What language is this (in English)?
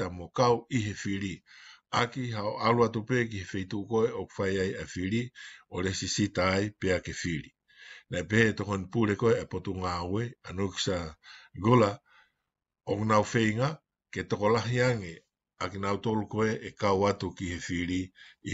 Tongan